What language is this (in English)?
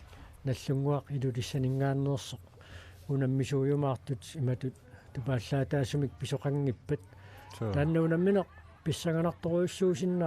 Kalaallisut